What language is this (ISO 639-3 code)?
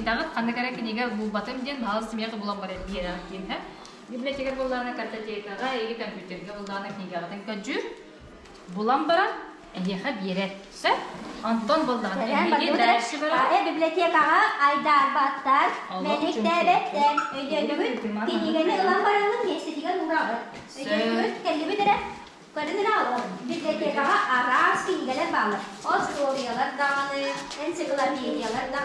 sah